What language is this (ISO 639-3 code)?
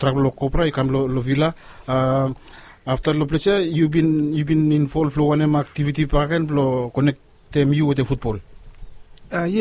bis